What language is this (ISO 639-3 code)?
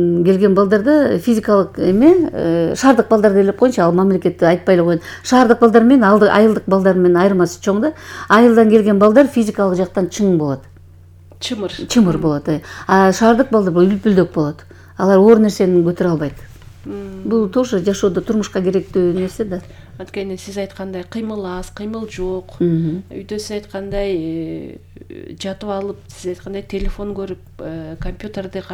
kir